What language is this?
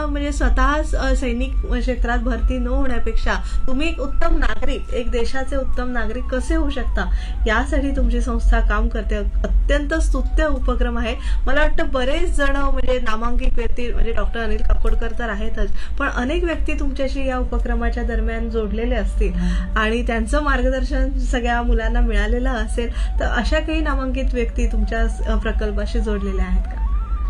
Marathi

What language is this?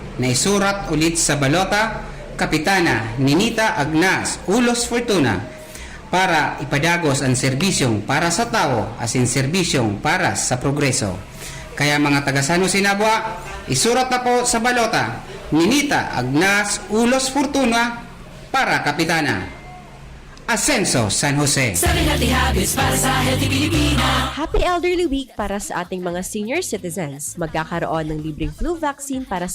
Bikol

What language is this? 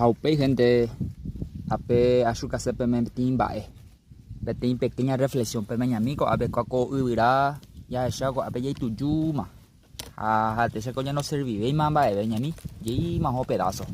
Guarani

